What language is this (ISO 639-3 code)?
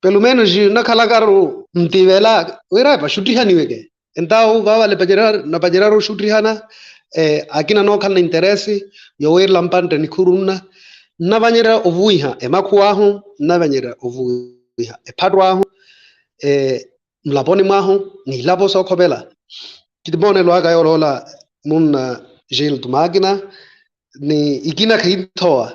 vmw